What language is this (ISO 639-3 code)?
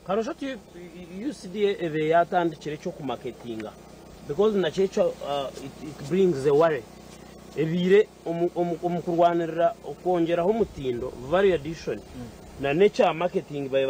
nyn